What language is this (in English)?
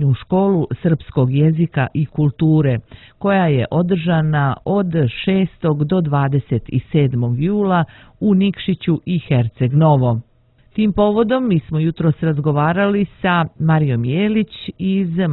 Serbian